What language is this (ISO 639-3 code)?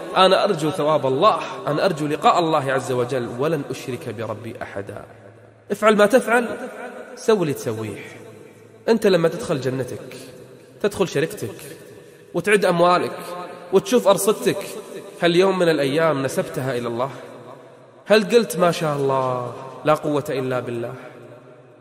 ara